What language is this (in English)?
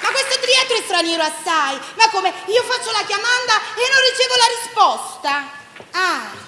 Neapolitan